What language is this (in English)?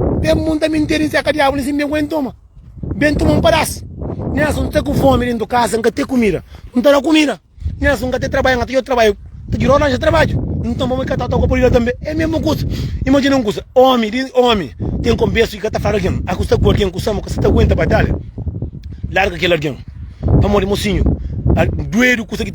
Kabuverdianu